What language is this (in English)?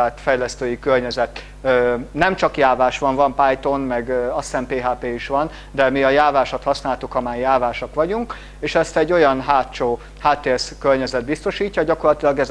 Hungarian